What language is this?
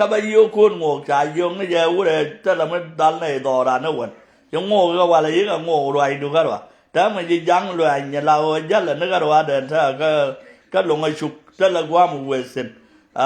Nuer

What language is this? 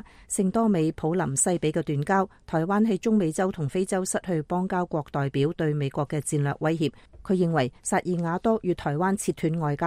Cantonese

